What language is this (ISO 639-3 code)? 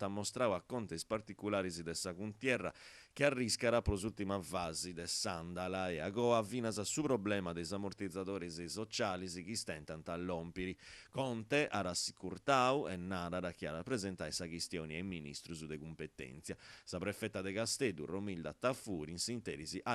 srd